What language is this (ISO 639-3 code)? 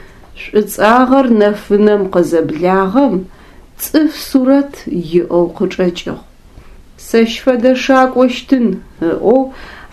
ady